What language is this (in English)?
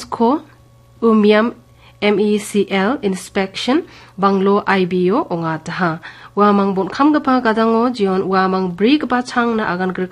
Garo